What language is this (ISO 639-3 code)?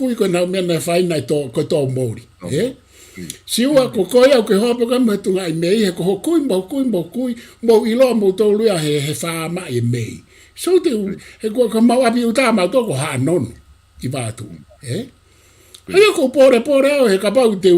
ton